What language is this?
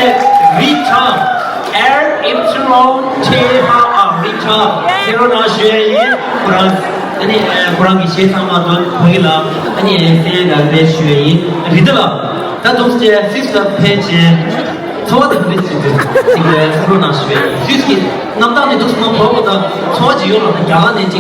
Tibetan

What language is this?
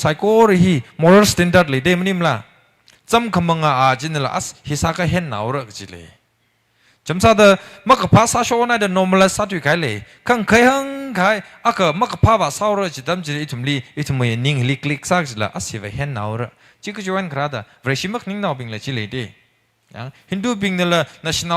Tangkhul Naga (India)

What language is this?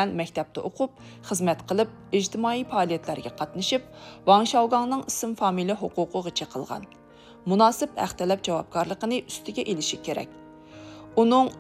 Uyghur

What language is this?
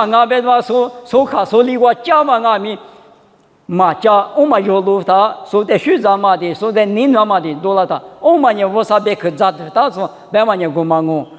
Lisu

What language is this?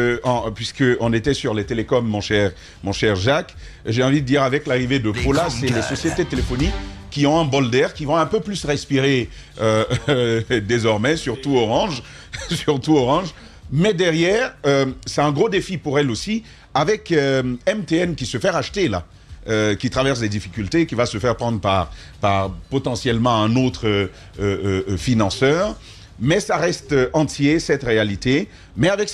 French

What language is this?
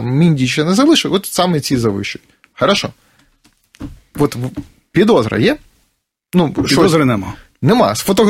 Ukrainian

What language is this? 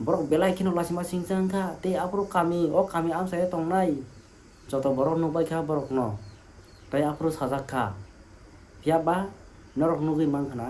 Kok Borok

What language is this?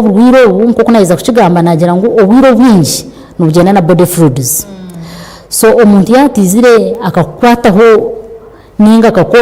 Nyankole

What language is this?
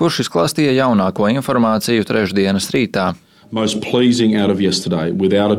Latvian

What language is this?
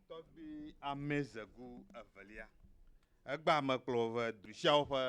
Ewe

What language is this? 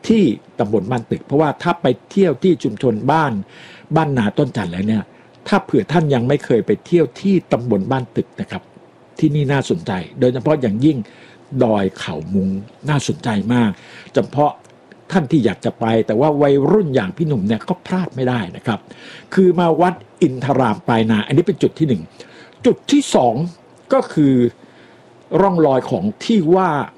Thai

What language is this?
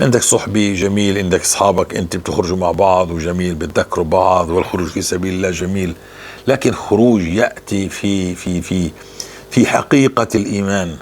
North Levantine Arabic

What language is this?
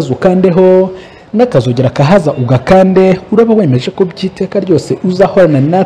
Kinyarwanda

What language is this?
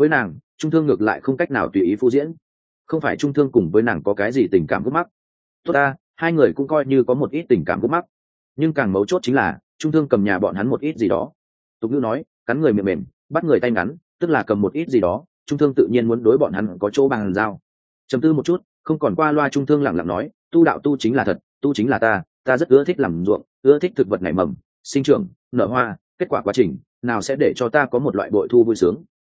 Vietnamese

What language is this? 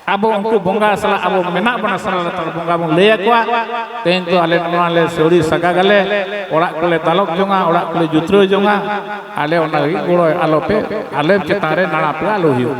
Santali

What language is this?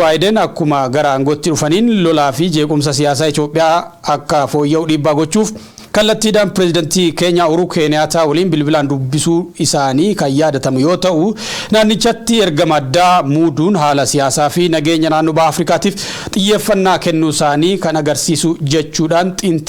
Oromo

